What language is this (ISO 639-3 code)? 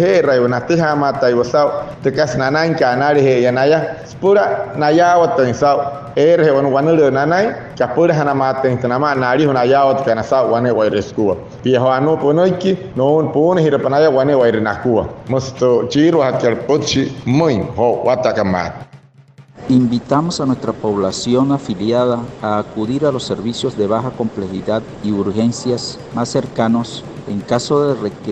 guc